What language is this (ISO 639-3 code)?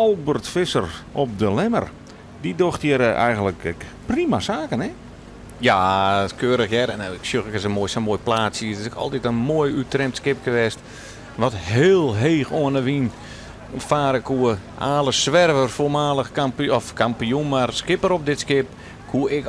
fry